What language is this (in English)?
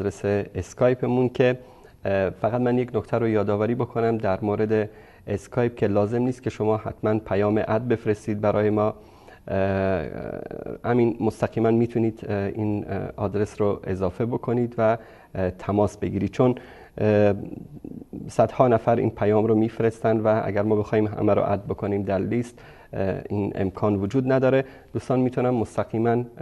Persian